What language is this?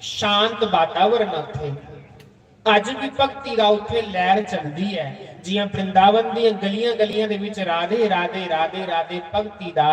Dogri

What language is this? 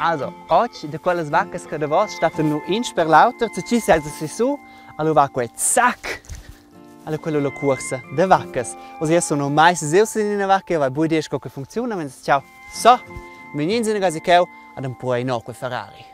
Romansh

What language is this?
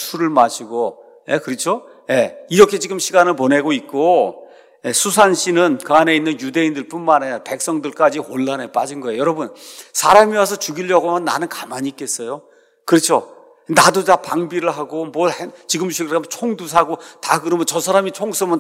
Korean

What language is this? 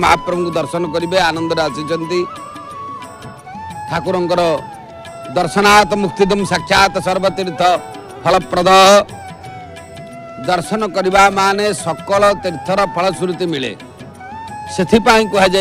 Odia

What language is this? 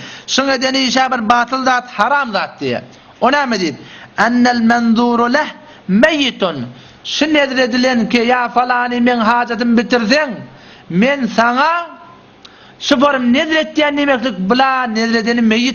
Turkmen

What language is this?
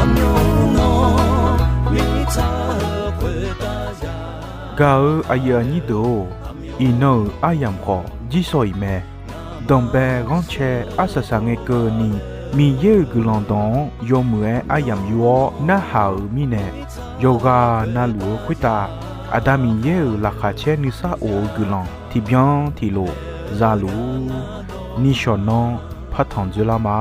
Akha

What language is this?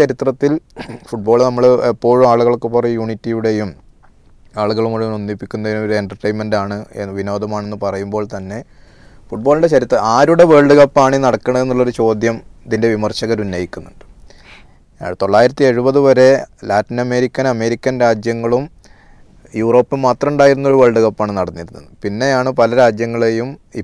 Malayalam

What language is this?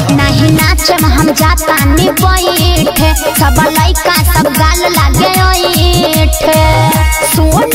Bhojpuri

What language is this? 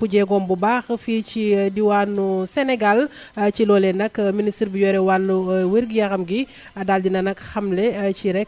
Wolof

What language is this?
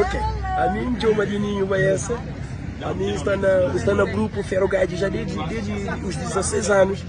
Kabuverdianu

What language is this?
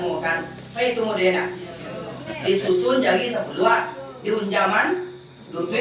Minangkabau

